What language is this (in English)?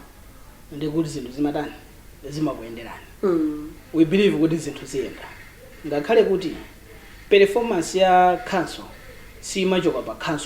Nyanja